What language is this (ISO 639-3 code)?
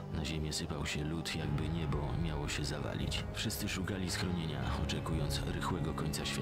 pol